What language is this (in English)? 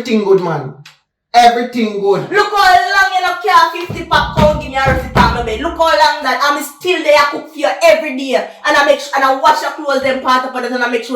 Jamaican Creole English